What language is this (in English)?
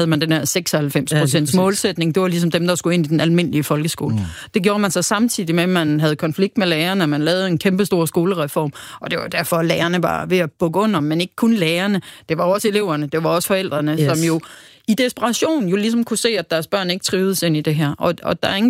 Danish